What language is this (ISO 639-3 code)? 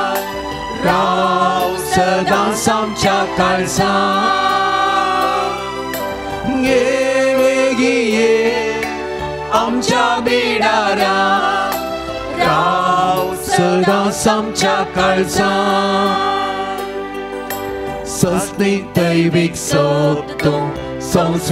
kok